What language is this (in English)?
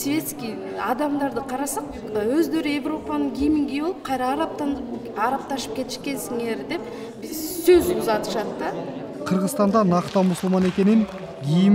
Kyrgyz